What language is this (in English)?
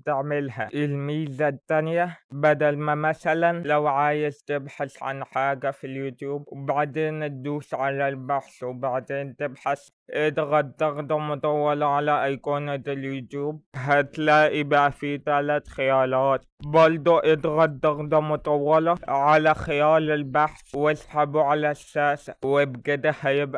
Egyptian Arabic